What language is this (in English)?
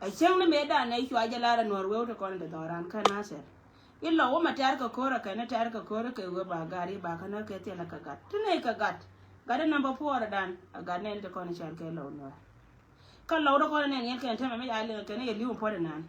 Nuer